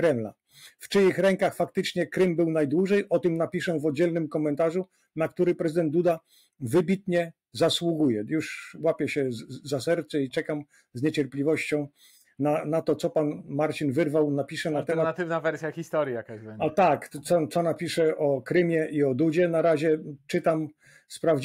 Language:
Polish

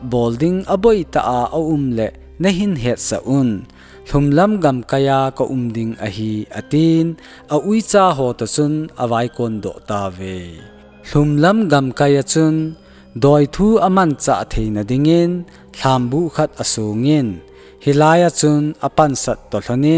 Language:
Thado Chin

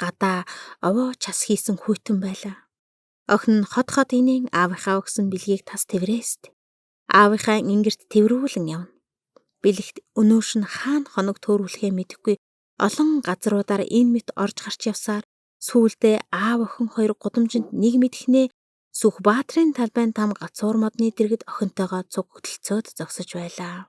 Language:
Mongolian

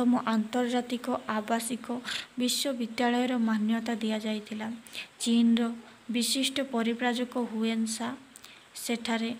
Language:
Odia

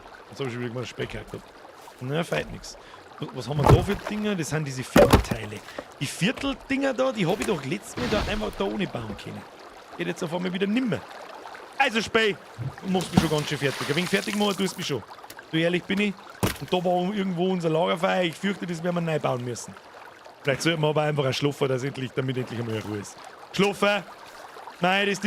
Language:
Bavarian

